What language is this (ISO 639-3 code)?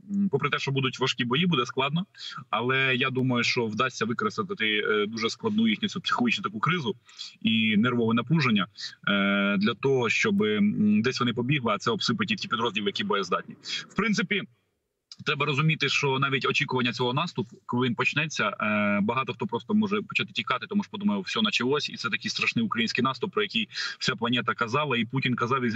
ukr